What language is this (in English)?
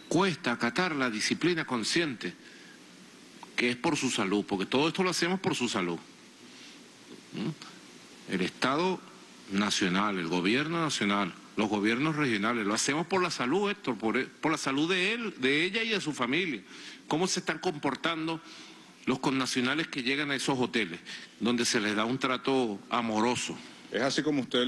Spanish